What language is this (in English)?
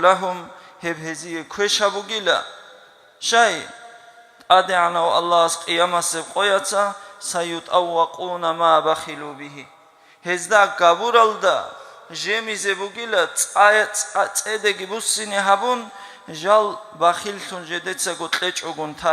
Avaric